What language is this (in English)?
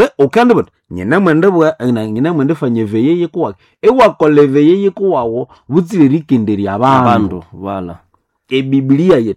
Nande